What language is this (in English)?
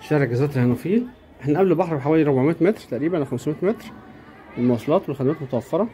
Egyptian Arabic